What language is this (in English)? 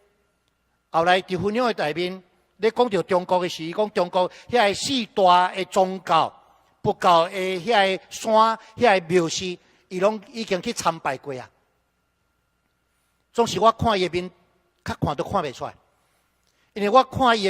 Min Nan Chinese